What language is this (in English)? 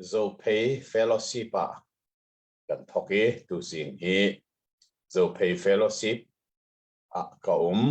Hakha Chin